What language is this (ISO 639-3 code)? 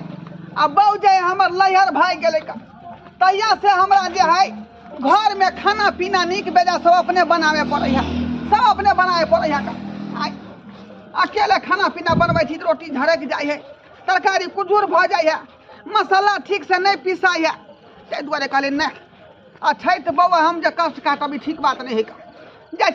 mai